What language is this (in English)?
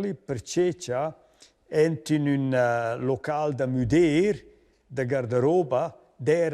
Romansh